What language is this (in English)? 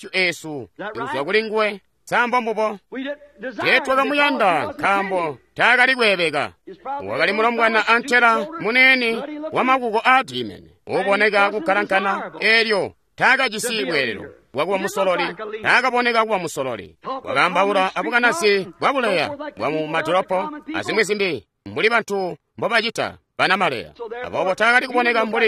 Tonga (Zambia)